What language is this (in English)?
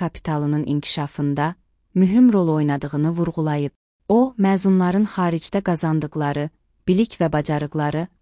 Azerbaijani